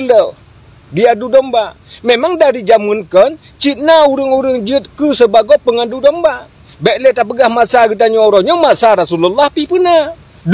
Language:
Achinese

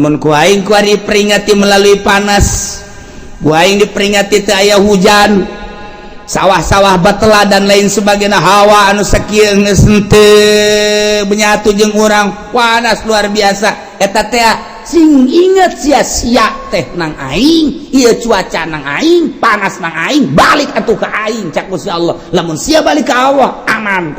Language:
Sundanese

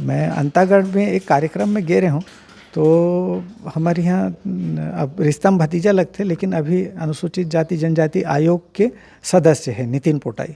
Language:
Chhattisgarhi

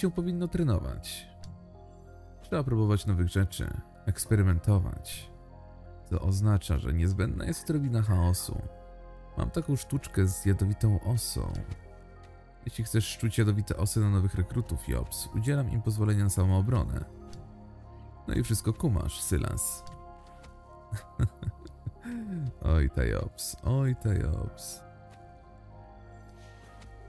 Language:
Polish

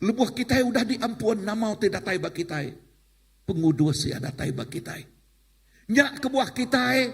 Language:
Iban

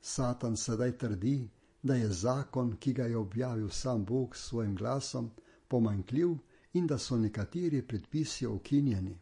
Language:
Slovenian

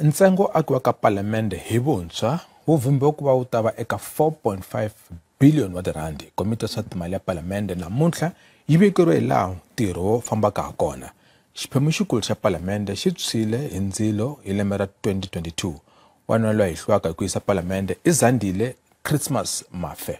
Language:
Tsonga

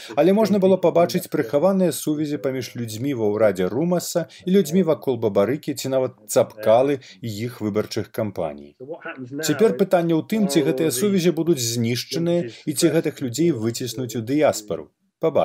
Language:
Belarusian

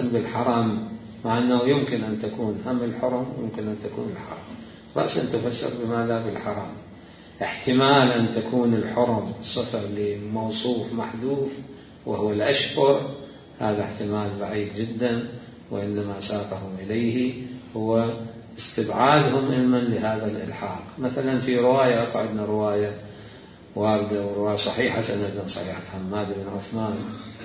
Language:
Mesopotamian Arabic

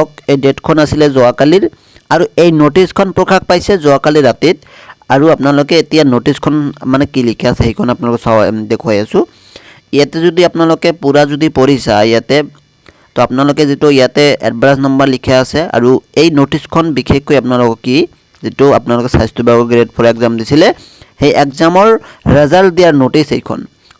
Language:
Assamese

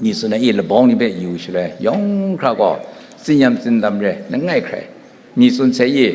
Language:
Kachin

